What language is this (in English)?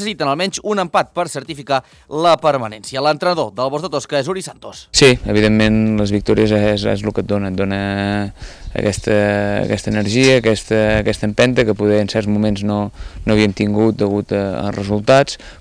Catalan